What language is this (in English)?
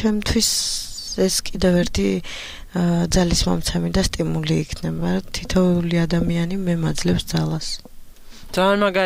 Georgian